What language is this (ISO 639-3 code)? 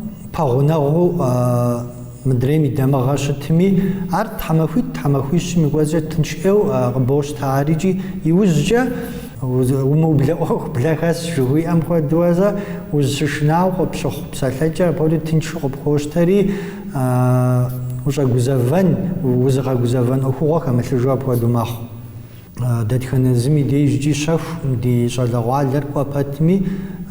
kbd